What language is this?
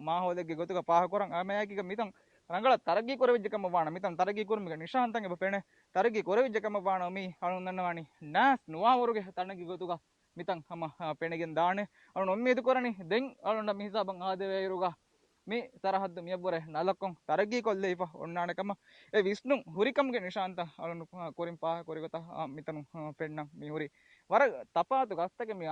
Divehi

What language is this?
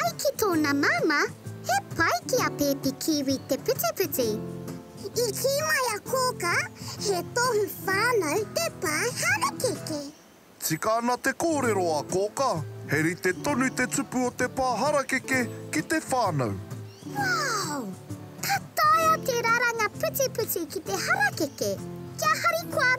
Māori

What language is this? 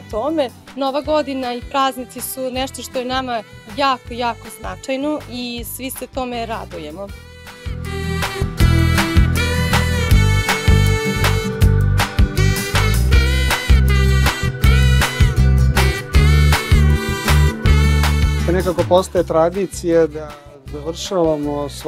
Serbian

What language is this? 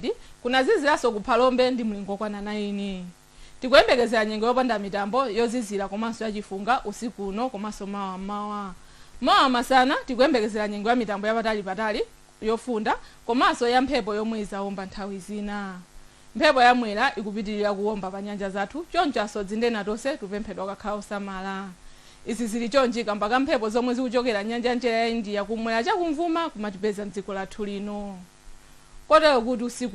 Nyanja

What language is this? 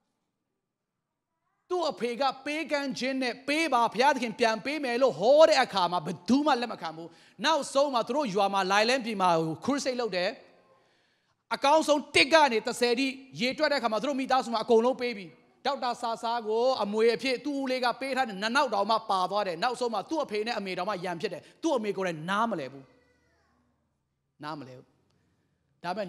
Burmese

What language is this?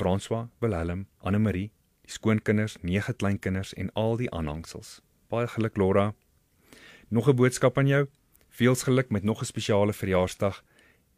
Afrikaans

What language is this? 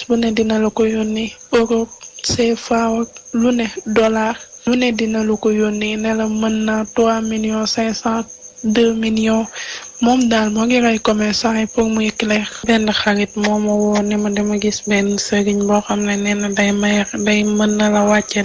Wolof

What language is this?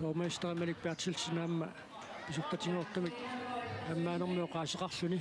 Kalaallisut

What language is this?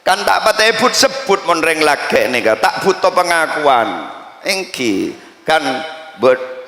Madurese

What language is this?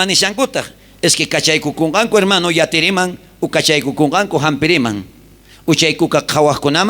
South Bolivian Quechua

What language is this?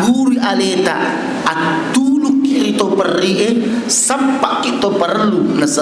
Buginese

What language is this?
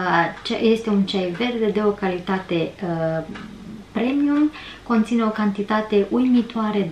Romanian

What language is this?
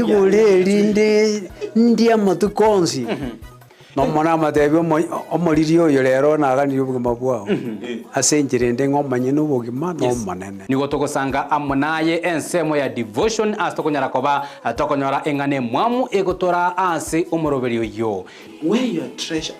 Gusii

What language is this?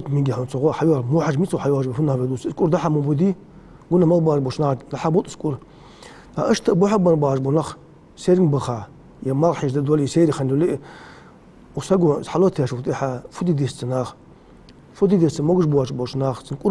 Ingush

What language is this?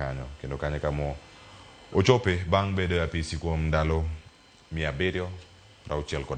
Luo (Kenya and Tanzania)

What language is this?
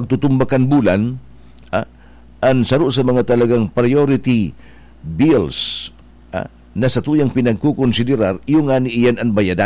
Bikol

